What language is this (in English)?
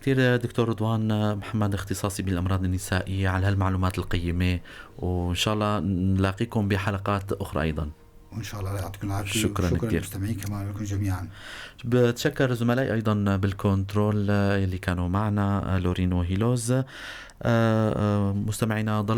North Levantine Arabic